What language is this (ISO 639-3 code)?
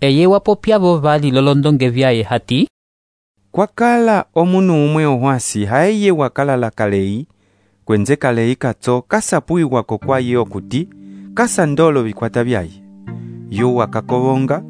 umb